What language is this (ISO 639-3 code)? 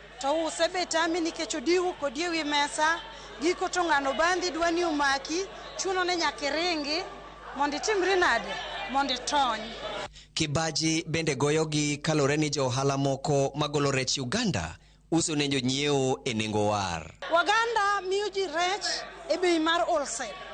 luo